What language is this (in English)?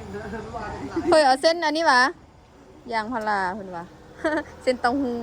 Lao